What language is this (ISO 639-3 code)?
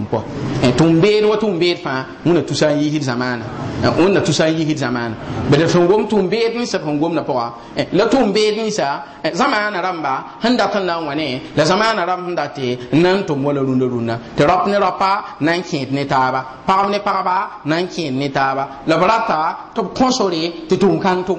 mos